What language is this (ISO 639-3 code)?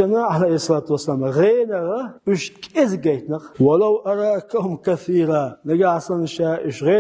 che